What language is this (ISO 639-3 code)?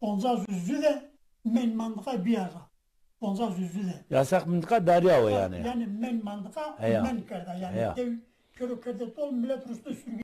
zza